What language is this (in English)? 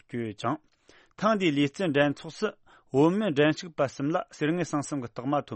Tibetan